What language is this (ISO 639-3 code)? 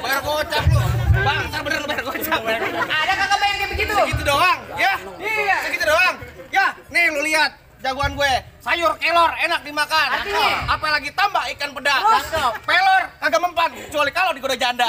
bew